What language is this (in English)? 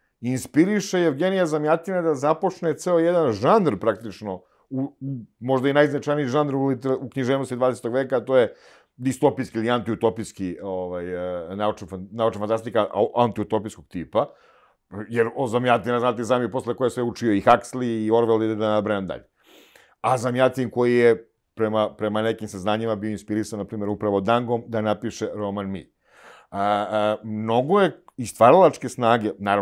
Serbian